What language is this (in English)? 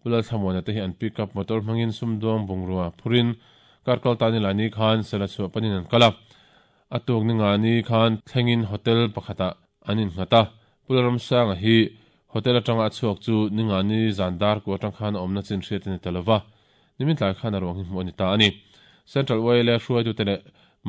Mizo